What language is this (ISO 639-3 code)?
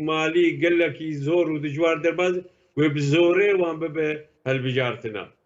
kur